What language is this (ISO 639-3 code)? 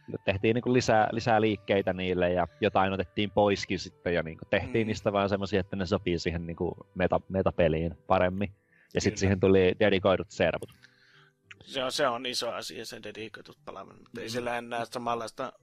fin